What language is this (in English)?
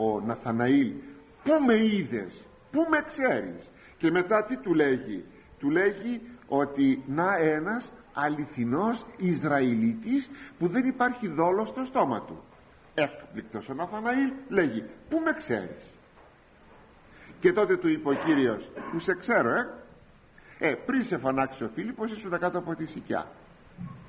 Greek